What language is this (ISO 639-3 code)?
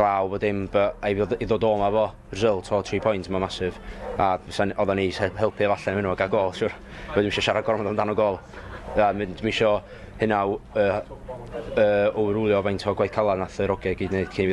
cym